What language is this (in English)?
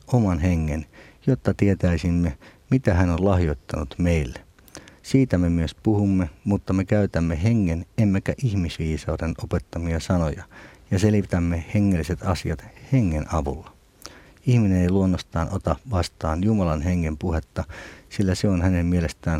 Finnish